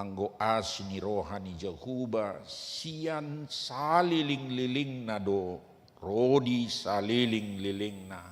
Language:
Batak Toba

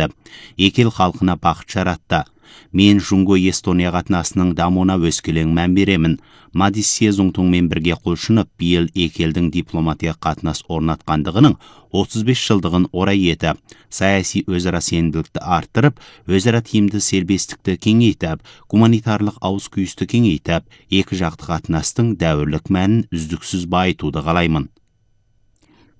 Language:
Kazakh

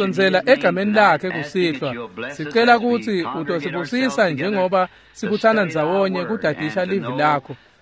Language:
Swati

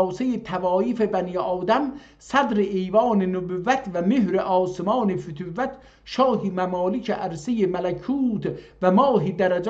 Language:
South Azerbaijani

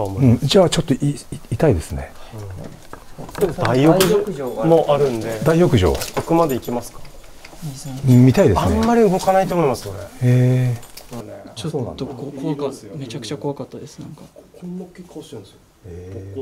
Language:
Japanese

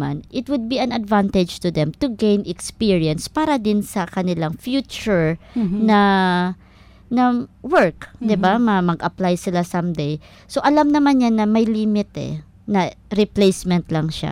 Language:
Filipino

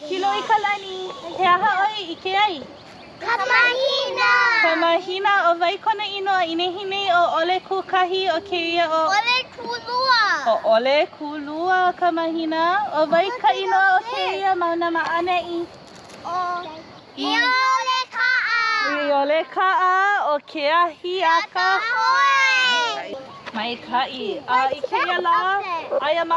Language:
Hawaiian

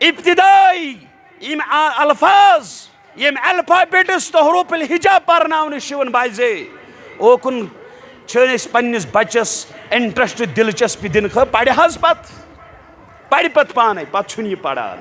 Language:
Kashmiri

